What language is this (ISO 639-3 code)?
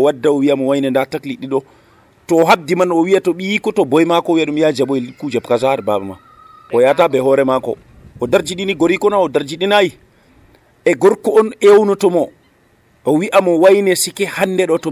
fuv